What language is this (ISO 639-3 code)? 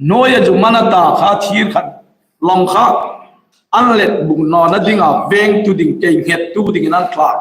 hmr